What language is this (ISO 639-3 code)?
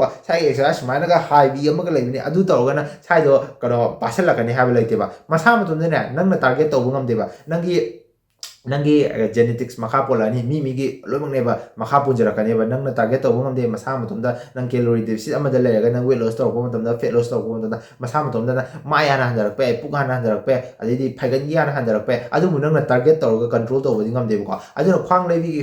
mni